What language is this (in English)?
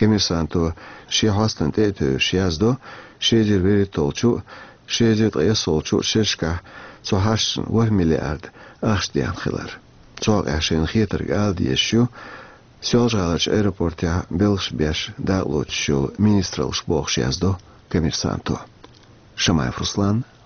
Chechen